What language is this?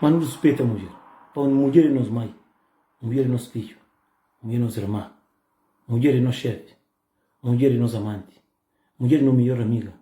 Kabuverdianu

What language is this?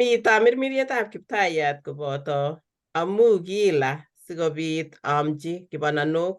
Kalenjin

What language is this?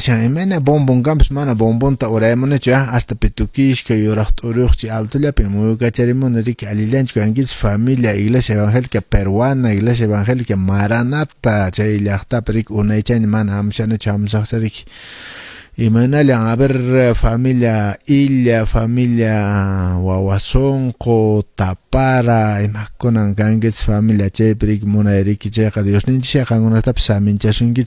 Quechua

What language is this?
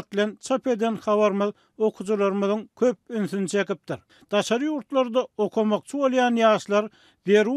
Turkmen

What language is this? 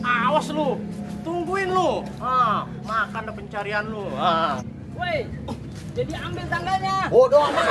Betawi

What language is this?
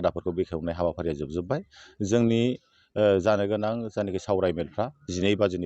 Bodo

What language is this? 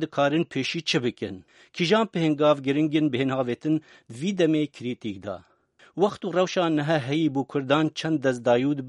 Kurdish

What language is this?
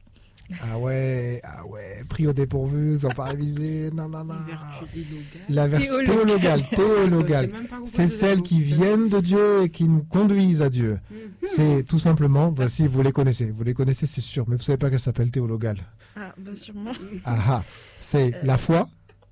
French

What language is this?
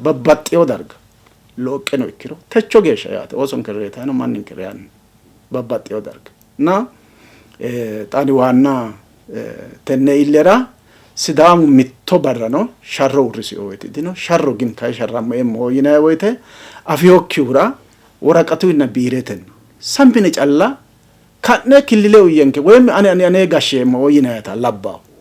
Sidamo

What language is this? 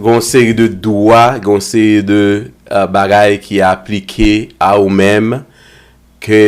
Haitian Creole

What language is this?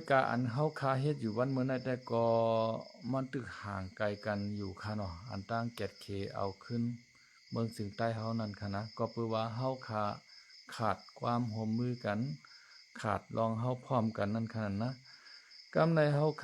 Shan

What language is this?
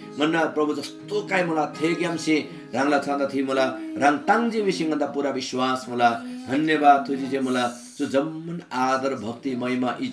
Eastern Tamang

